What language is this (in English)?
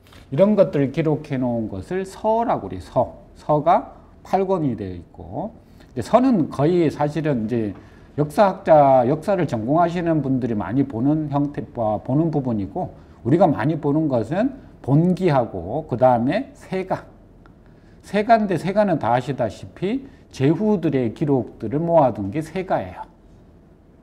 Korean